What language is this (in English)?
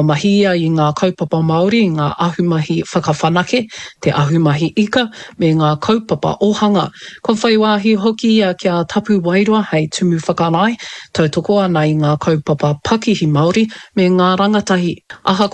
Māori